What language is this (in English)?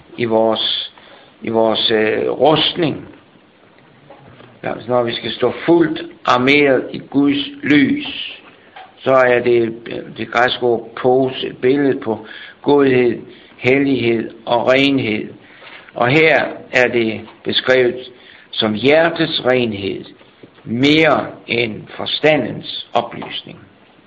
Danish